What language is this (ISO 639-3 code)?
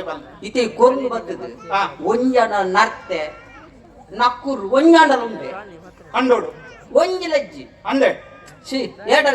tcy